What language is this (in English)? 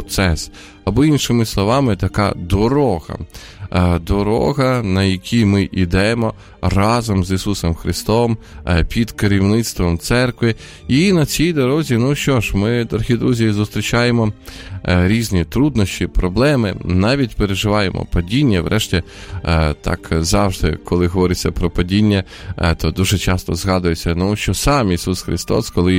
Ukrainian